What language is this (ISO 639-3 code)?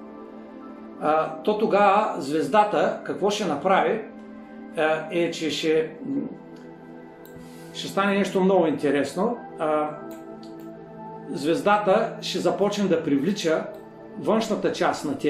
bul